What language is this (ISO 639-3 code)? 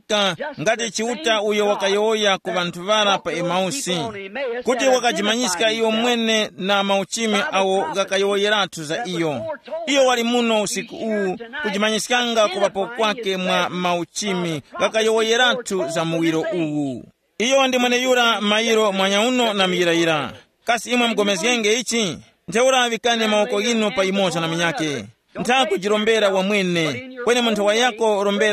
tum